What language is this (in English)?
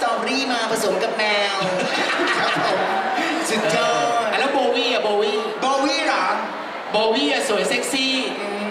Thai